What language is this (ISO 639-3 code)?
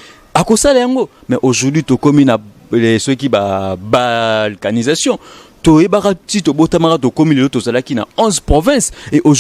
lin